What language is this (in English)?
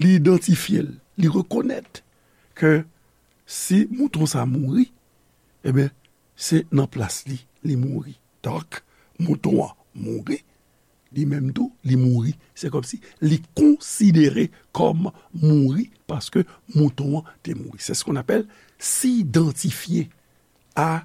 Haitian Creole